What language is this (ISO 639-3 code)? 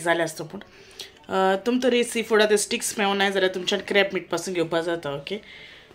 kok